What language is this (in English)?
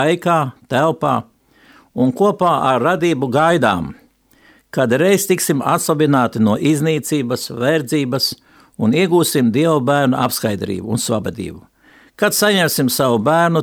Latvian